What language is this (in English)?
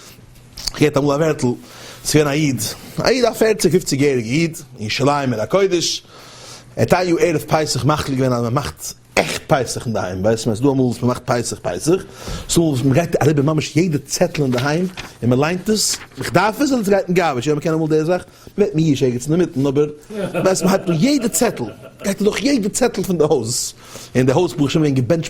Yiddish